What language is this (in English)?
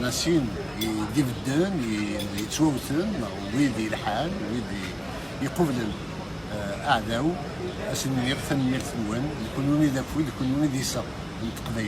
Kabyle